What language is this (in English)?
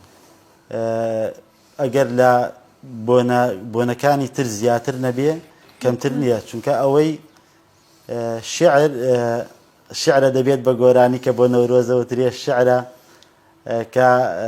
Central Kurdish